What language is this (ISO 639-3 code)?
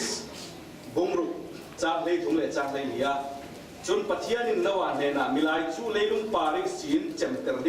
cfm